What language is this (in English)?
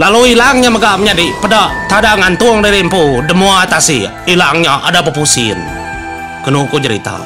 Iban